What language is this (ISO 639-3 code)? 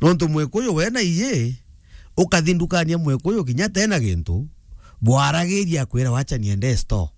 mer